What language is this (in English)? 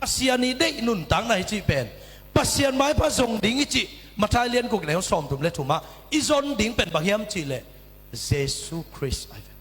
Tedim Chin